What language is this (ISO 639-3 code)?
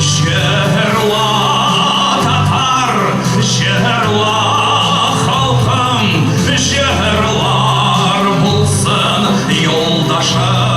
tat